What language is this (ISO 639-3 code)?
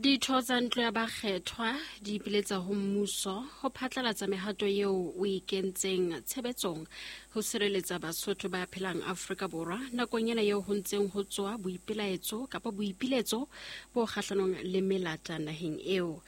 sot